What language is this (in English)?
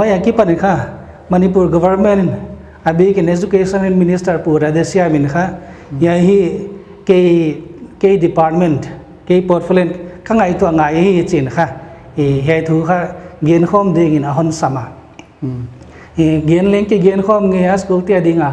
Paite Chin